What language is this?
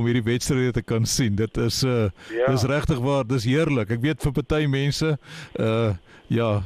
Afrikaans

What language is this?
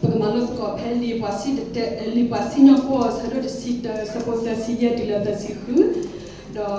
S'gaw Karen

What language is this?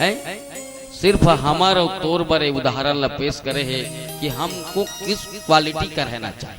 Chhattisgarhi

